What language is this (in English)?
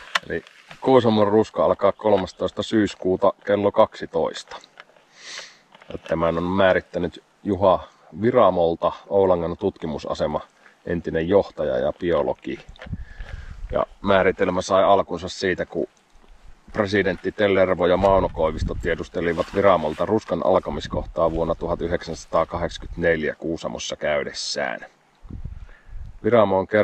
Finnish